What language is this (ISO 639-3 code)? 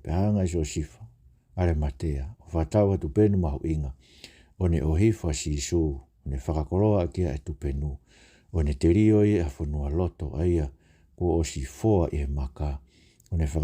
ton